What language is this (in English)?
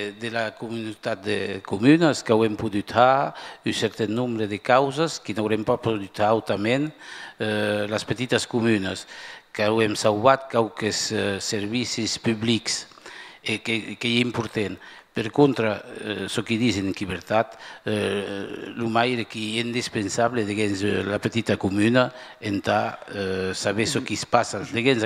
Occitan